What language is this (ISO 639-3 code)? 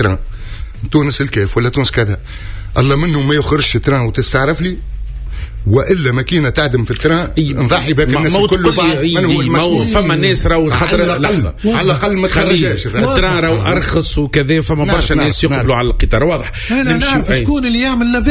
aeb